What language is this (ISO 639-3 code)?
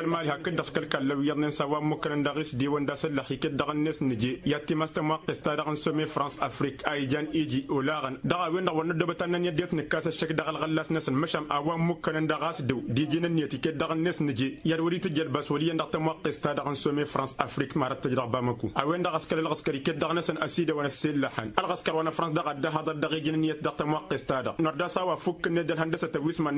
taq